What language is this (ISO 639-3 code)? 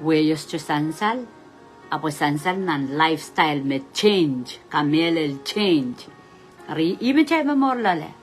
pon